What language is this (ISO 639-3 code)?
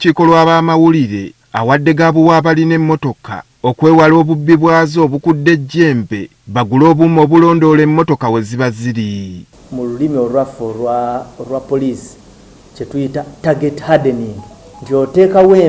lug